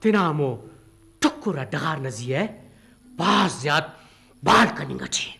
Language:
Brahui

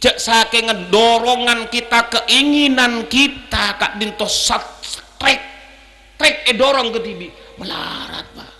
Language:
Madurese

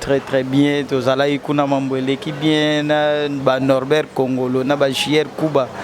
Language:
Lingala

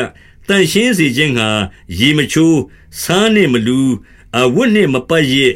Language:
Burmese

